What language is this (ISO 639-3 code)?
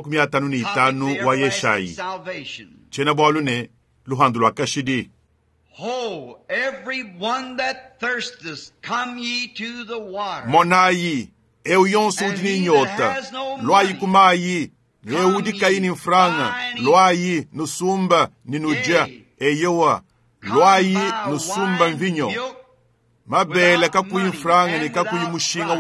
lua